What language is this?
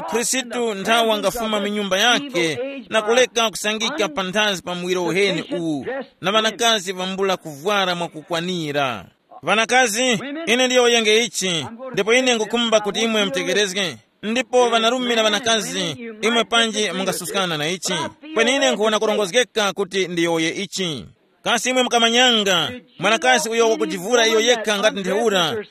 Tumbuka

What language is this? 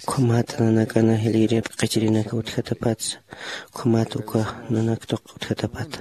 Aymara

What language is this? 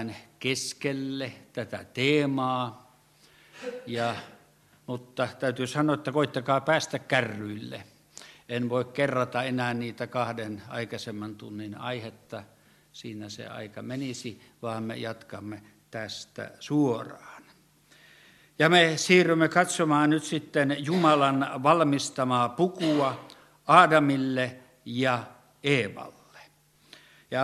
Finnish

